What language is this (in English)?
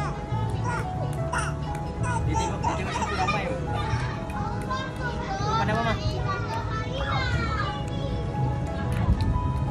Malay